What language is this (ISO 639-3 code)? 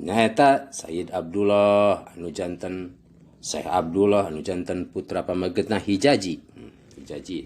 sun